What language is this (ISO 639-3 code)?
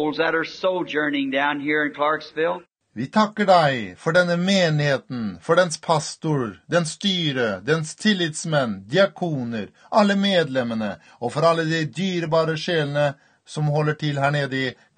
nor